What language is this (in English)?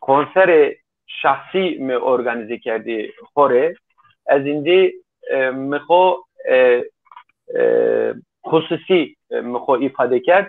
Zaza